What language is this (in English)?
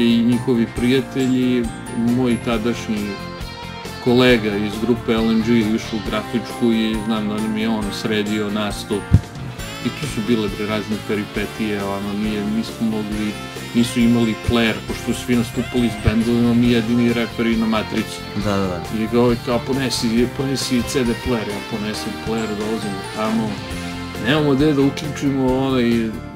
Serbian